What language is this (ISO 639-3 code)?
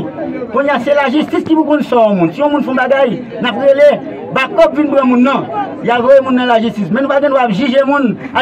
hat